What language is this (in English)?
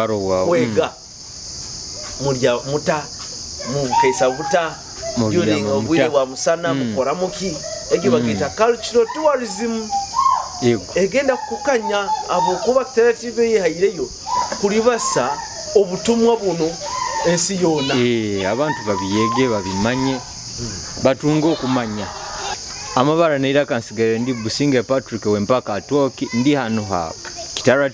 Nyoro